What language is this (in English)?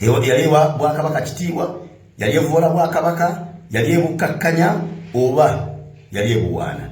Ganda